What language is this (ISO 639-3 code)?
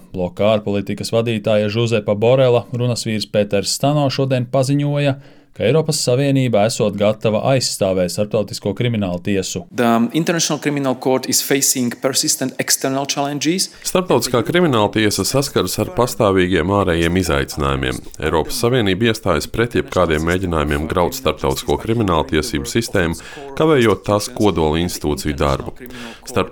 lav